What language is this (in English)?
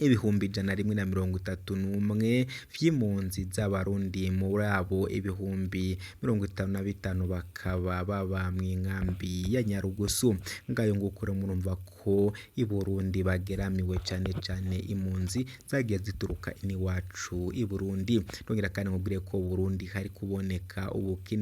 Rundi